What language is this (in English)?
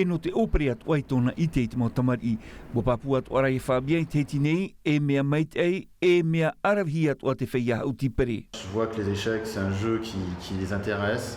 Tahitian